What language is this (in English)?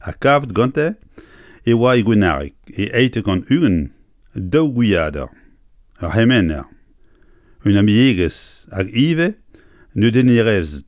Breton